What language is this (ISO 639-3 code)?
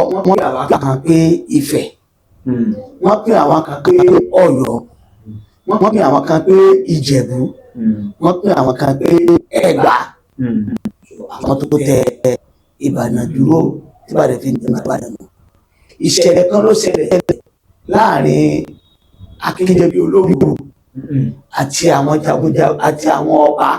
yor